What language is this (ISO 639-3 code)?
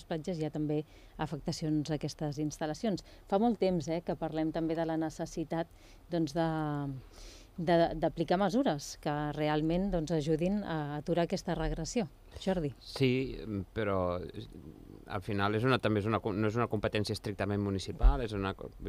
cat